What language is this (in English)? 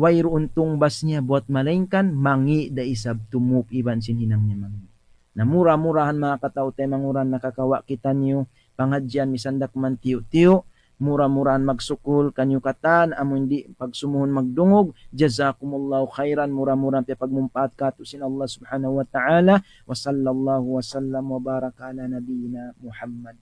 Tausug